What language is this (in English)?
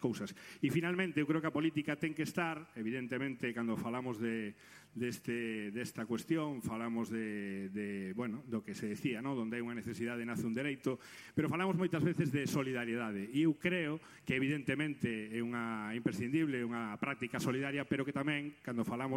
Galician